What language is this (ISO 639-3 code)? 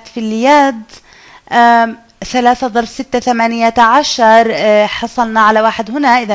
ara